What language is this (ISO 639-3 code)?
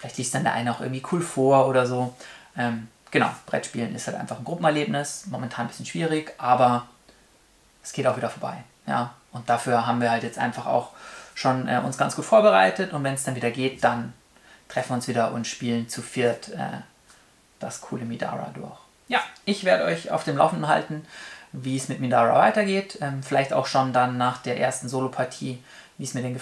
deu